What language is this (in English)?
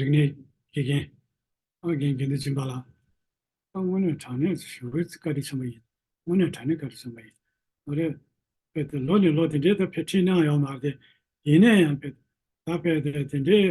Tibetan